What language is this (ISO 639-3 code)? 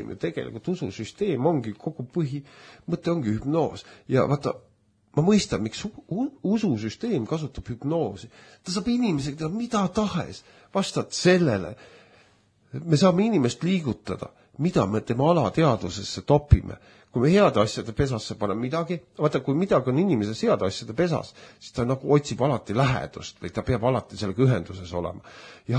est